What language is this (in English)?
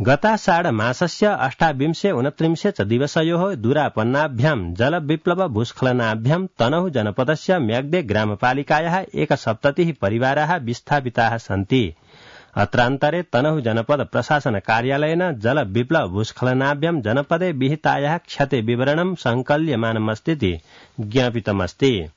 Sanskrit